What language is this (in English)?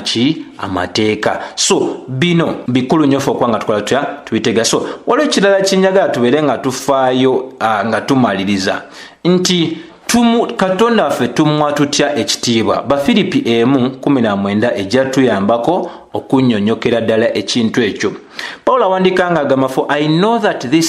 Ganda